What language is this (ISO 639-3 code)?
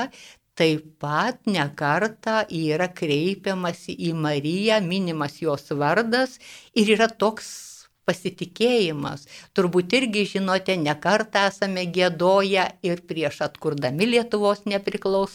lit